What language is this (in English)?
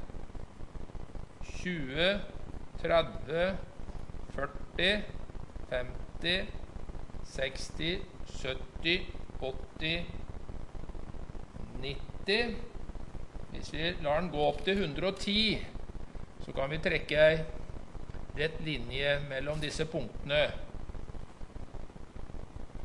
Norwegian